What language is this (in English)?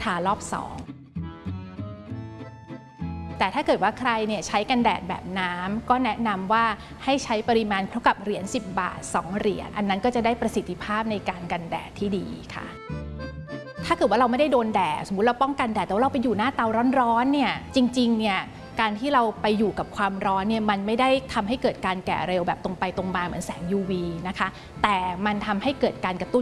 Thai